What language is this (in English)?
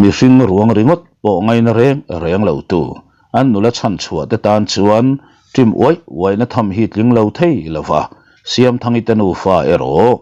Mizo